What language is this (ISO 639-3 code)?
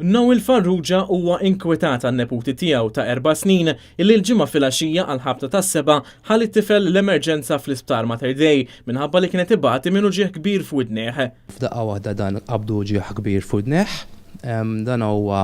mlt